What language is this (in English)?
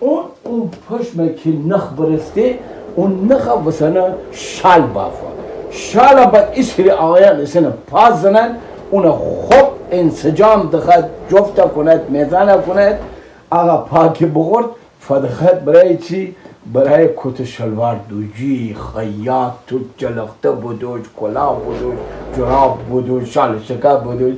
Gilaki